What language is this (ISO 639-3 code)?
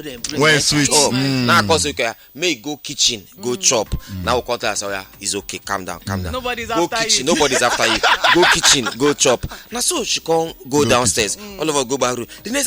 pcm